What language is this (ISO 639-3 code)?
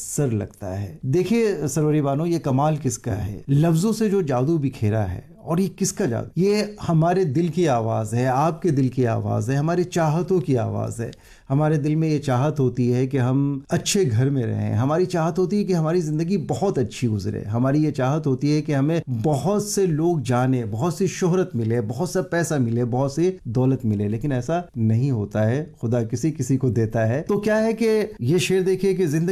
urd